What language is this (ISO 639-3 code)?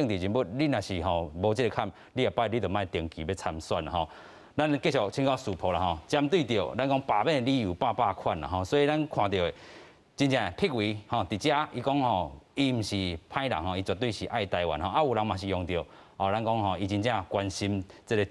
nan